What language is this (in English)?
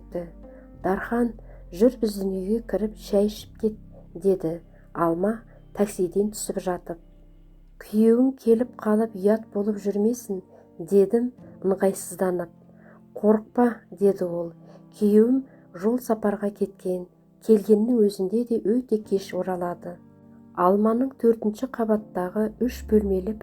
Kazakh